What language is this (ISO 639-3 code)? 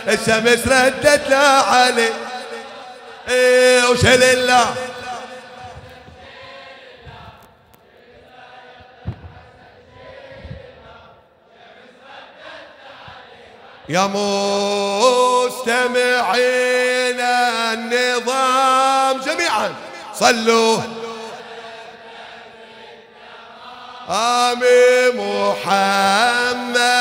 ara